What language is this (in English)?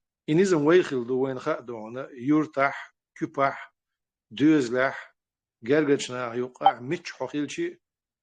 Chechen